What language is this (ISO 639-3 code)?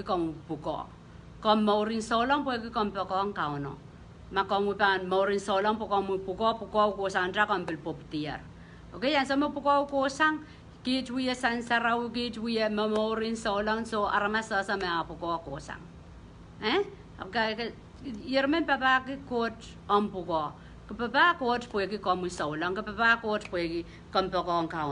pon